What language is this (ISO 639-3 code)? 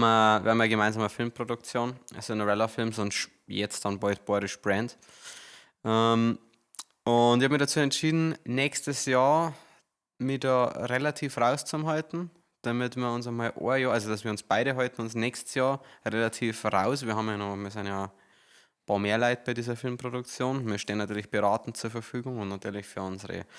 bar